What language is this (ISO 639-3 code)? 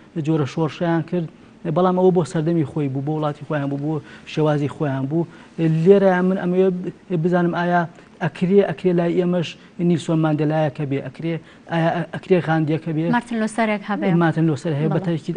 ckb